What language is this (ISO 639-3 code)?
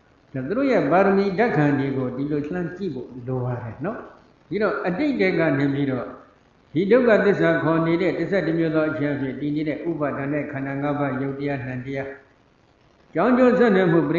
mya